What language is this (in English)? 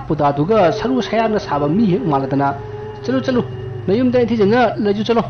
Manipuri